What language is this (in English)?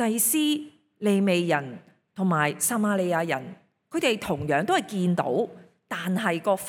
Cantonese